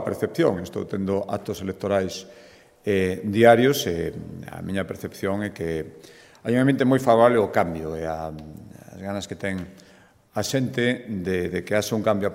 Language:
Galician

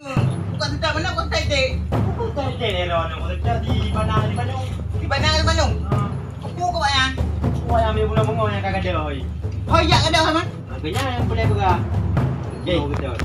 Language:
Achinese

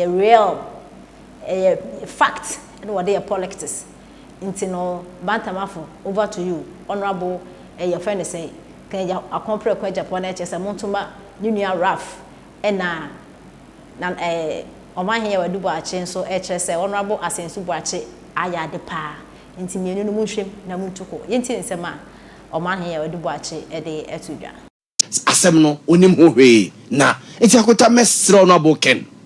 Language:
Akan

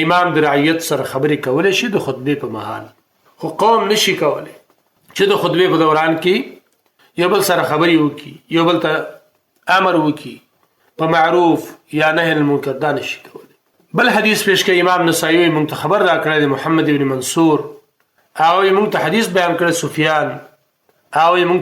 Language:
Pashto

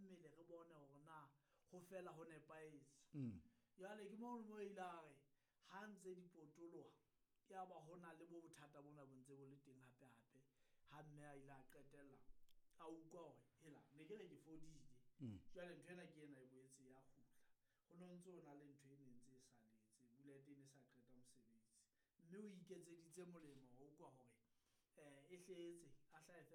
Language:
Southern Sotho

